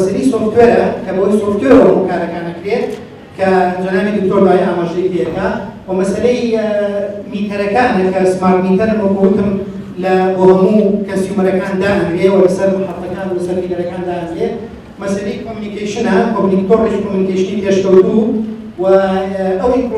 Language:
Central Kurdish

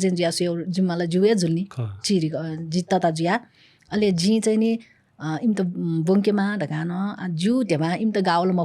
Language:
Newari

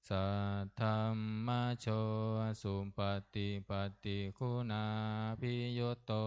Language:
Pali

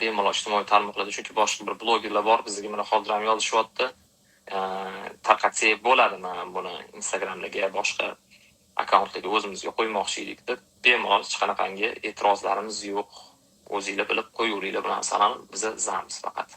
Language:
Uzbek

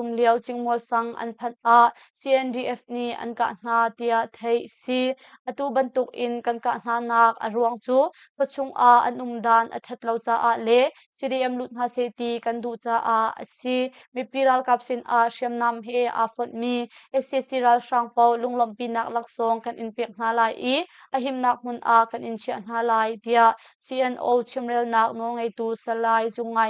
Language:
Hakha Chin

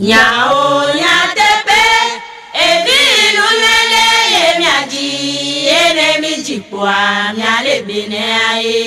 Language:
Ewe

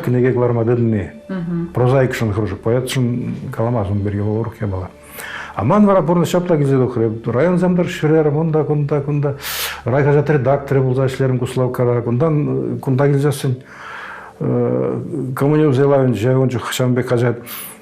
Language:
Chuvash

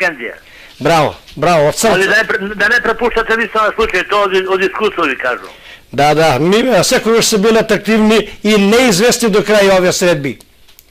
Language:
Macedonian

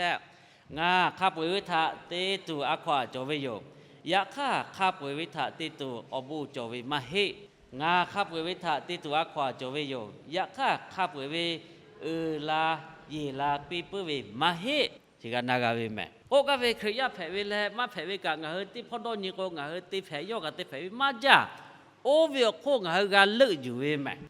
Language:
Lahu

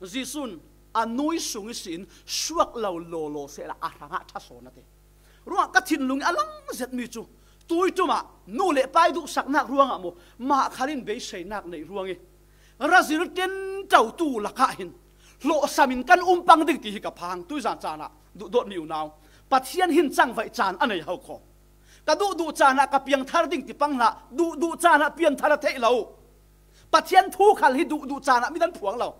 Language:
Falam Chin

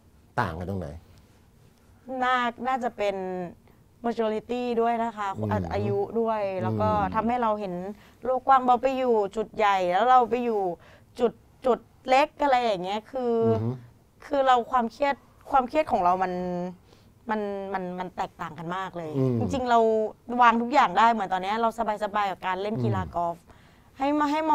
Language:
Thai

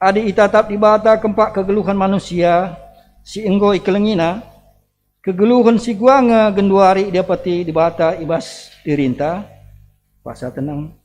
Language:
Batak Karo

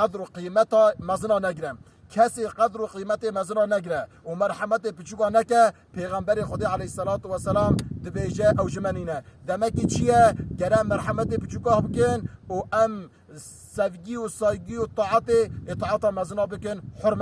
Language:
Kurdish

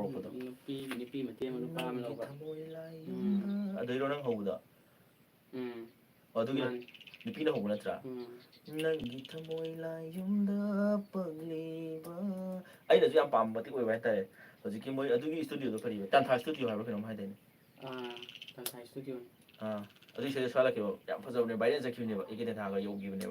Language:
Manipuri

